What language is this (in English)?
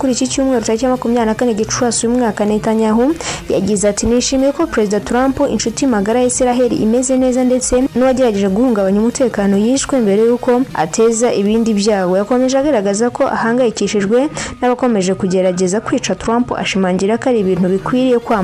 Kinyarwanda